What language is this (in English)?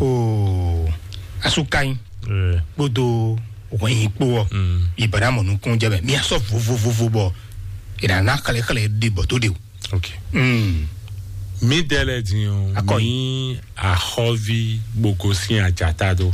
Fon